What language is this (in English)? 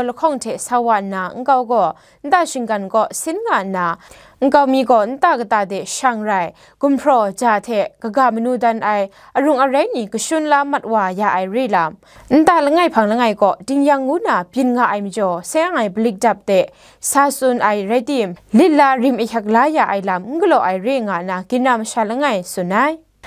Kachin